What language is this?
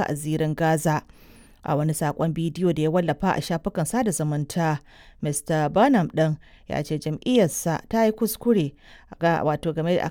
Hausa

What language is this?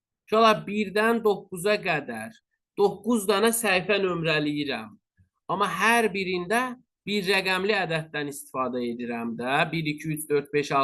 Azerbaijani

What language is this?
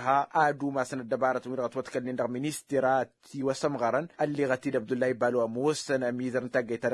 Tamasheq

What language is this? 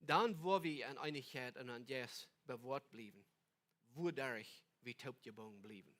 Plautdietsch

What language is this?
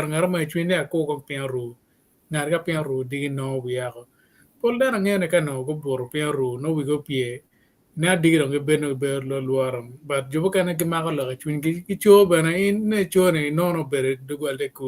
Acoli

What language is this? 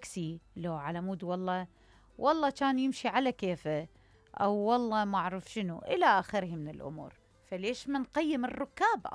Mesopotamian Arabic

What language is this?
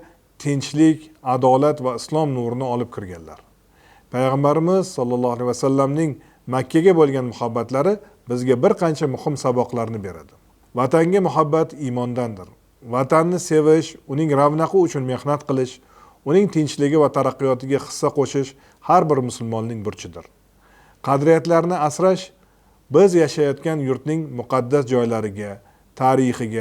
Uzbek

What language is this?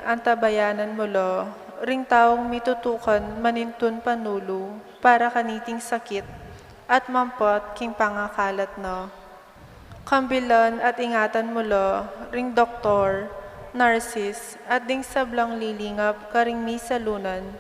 Pampanga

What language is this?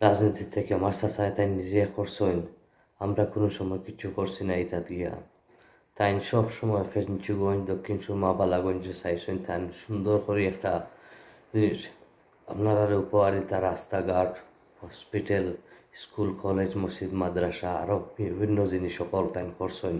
Sylheti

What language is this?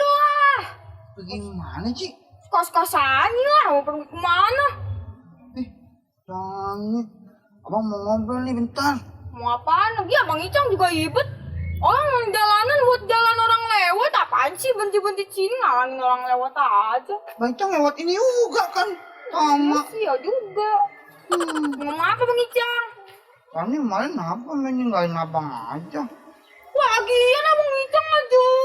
Betawi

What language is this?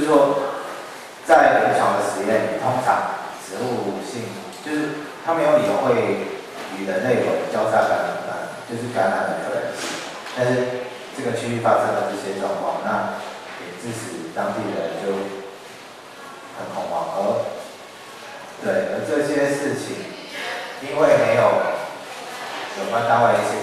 Chinese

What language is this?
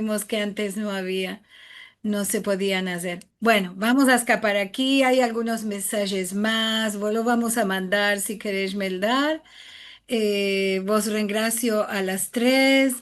Ladino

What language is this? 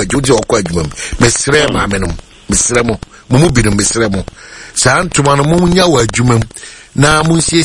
Akan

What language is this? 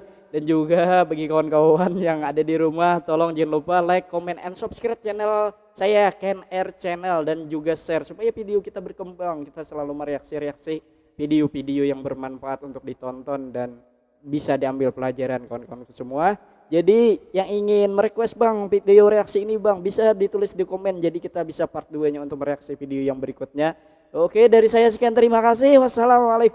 Banjar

